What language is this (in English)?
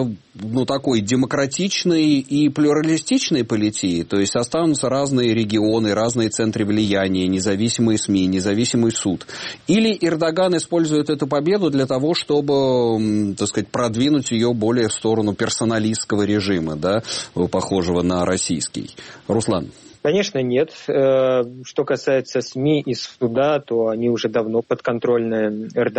Russian